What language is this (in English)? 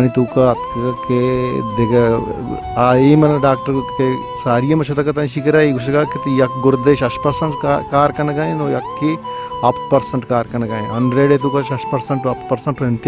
Baluchi